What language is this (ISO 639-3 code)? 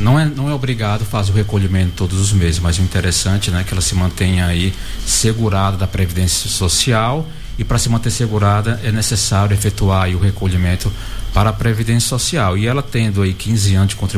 por